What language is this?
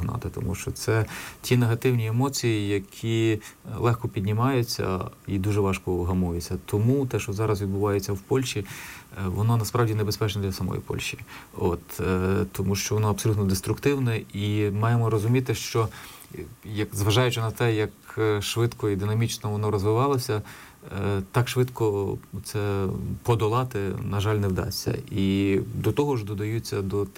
Ukrainian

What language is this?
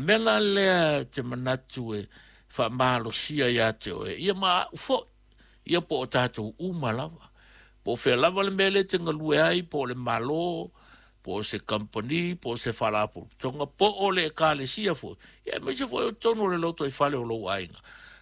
Samoan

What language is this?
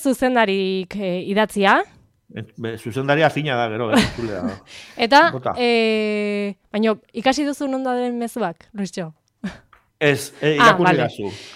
Basque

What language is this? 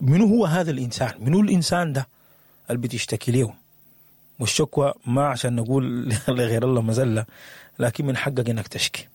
Sudanese Arabic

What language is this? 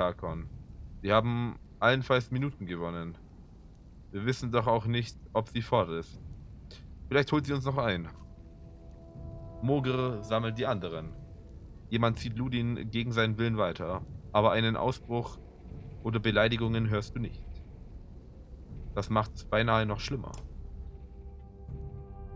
German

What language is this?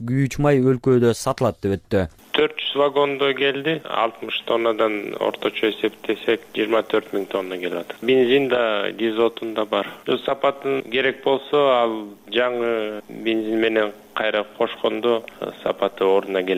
Kyrgyz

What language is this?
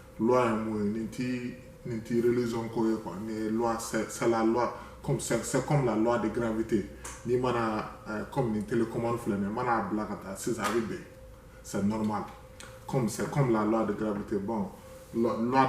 Bambara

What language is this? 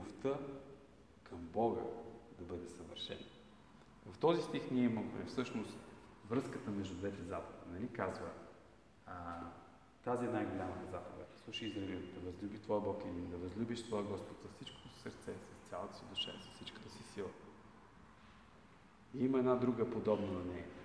Bulgarian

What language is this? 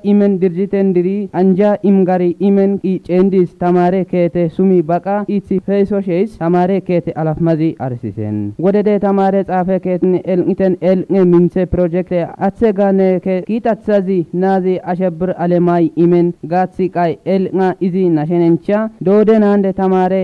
Kafa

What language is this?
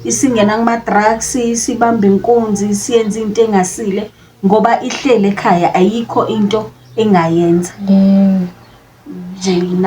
Zulu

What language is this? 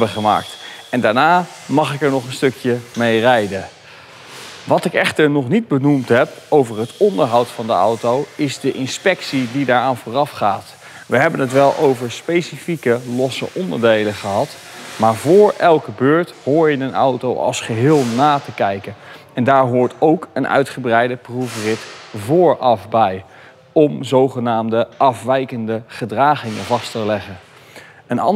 Dutch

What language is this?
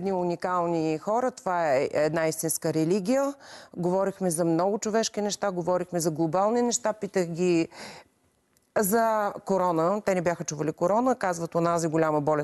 Bulgarian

